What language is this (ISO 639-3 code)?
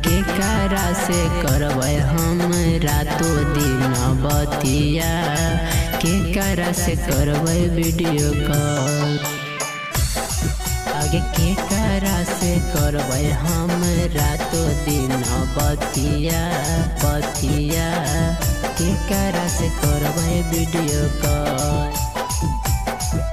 bho